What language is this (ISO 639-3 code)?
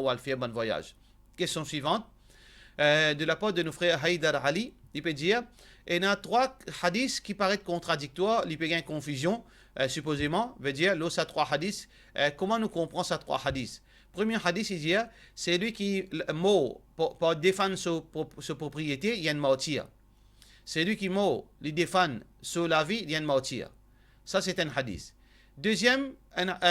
mfe